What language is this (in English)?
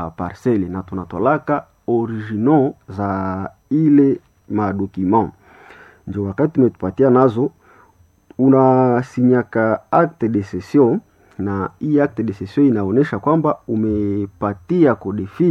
Swahili